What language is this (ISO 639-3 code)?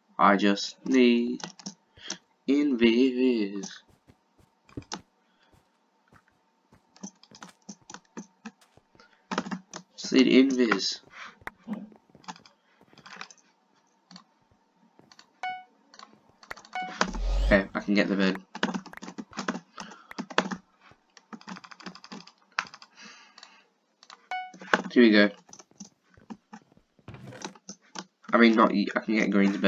eng